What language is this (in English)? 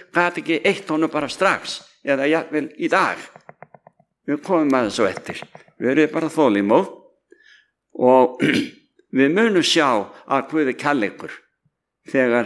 Icelandic